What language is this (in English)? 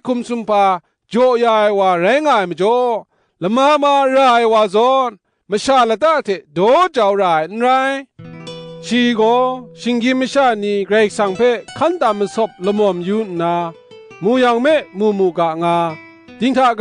Kachin